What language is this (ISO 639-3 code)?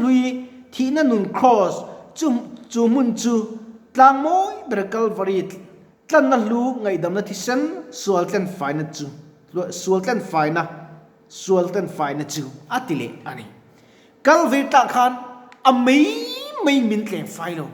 lus